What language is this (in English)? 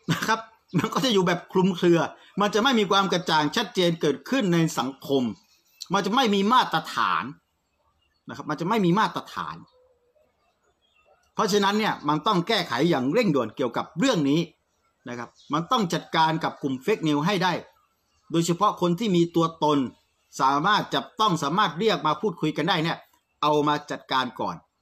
Thai